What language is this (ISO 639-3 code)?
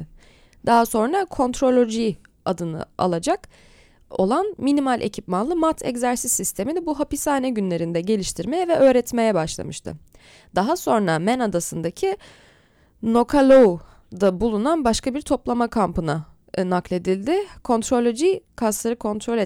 tur